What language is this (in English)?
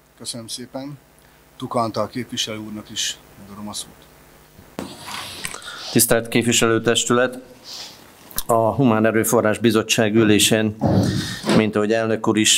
Hungarian